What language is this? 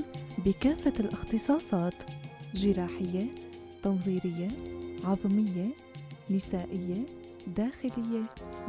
North Levantine Arabic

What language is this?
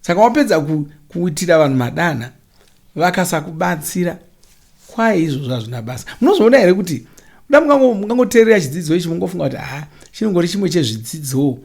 Shona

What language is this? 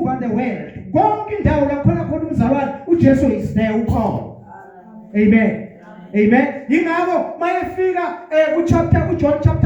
Zulu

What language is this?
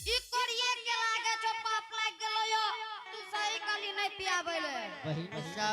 Angika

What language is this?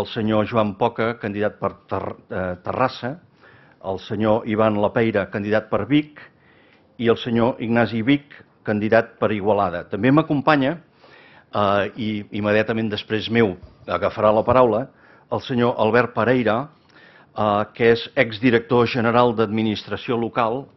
Catalan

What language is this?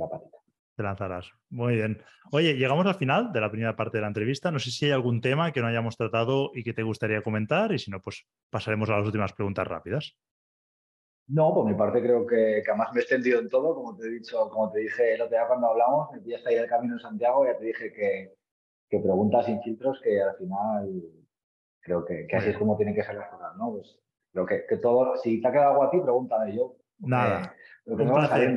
Spanish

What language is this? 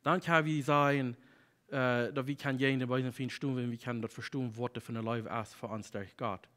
Plautdietsch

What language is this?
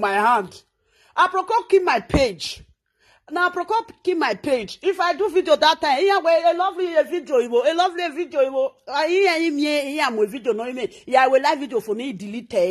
Nigerian Pidgin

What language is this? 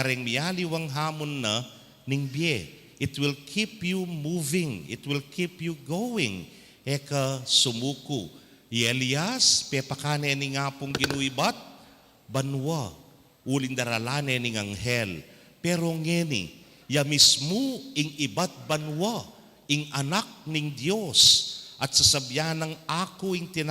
Pampanga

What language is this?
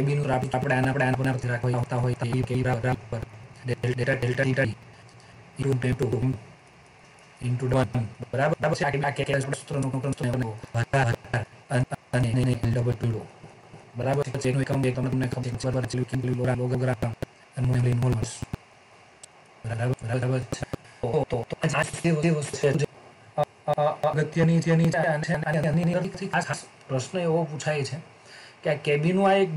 Gujarati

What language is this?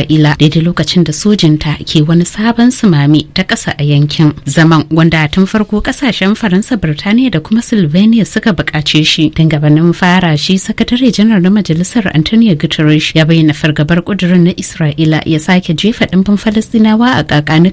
Hausa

